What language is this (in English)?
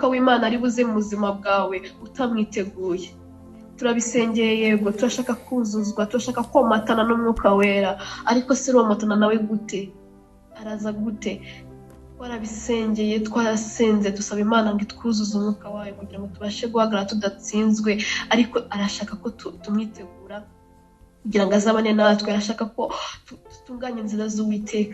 Kinyarwanda